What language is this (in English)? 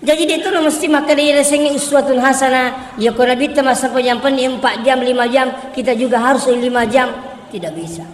Buginese